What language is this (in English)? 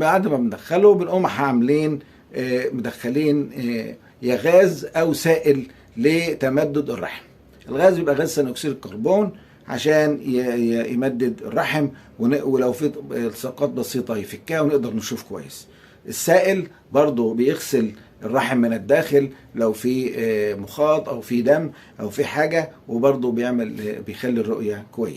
Egyptian Arabic